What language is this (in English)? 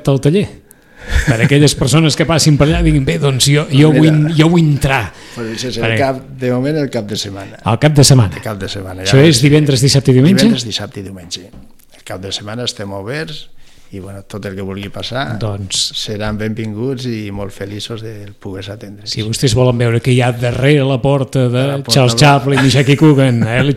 Catalan